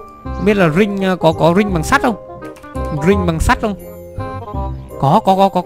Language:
Vietnamese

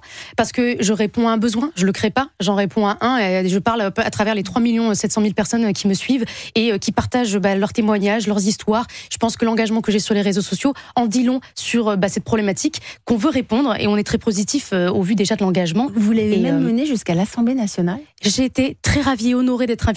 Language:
French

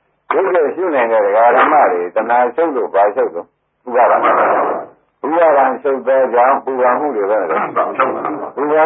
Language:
Burmese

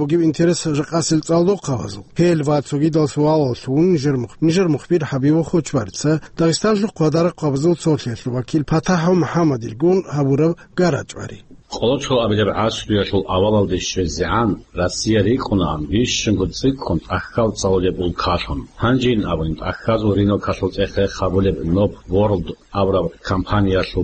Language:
Avaric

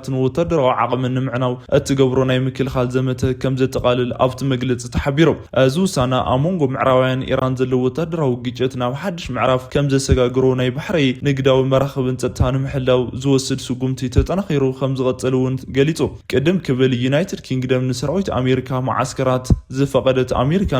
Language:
Tigrinya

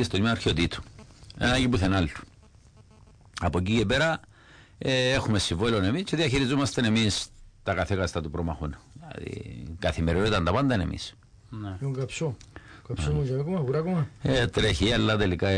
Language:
Greek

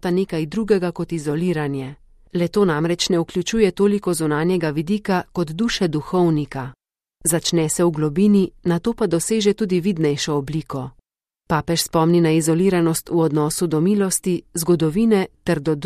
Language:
Slovenian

